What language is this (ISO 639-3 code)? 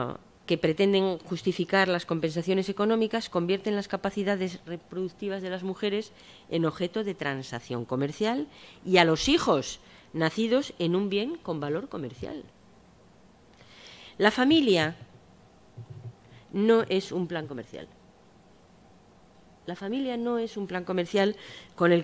spa